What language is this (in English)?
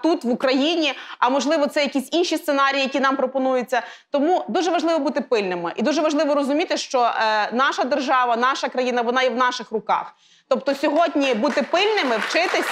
Ukrainian